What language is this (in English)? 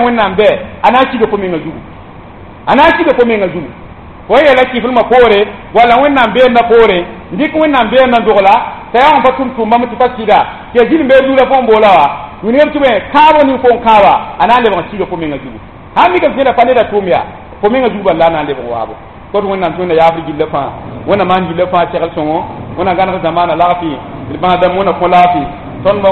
Mossi